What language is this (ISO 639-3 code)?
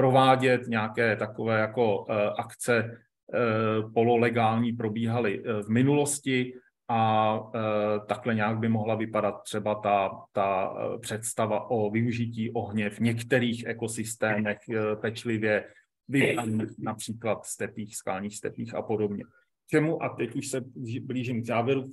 ces